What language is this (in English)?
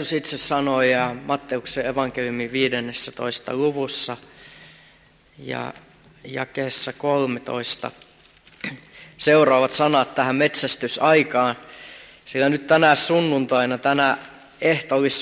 Finnish